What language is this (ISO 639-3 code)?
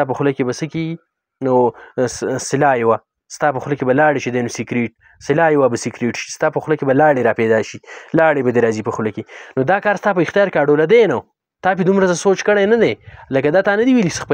pus